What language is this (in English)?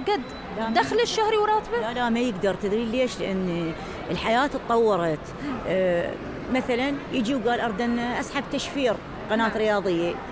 Mesopotamian Arabic